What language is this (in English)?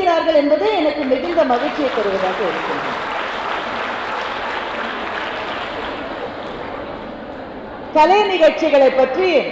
Tamil